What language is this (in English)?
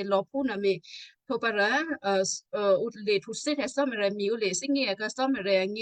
Western Kayah